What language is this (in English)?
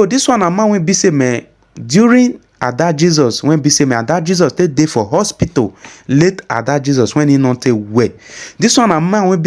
Nigerian Pidgin